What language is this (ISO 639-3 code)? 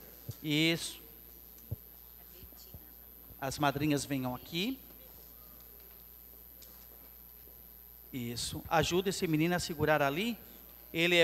por